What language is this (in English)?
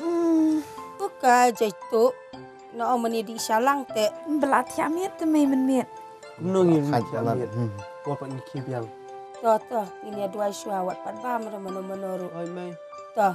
Khasi